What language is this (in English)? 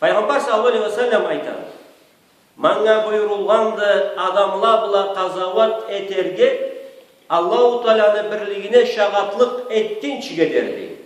Karachay-Balkar